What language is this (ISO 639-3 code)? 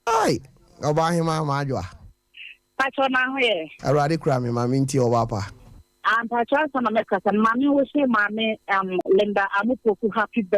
aka